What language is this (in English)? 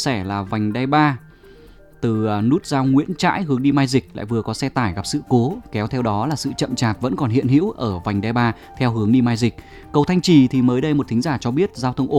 Vietnamese